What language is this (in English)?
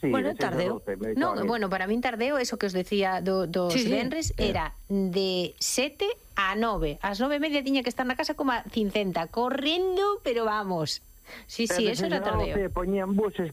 Galician